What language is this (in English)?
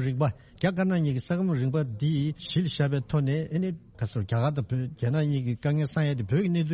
Tibetan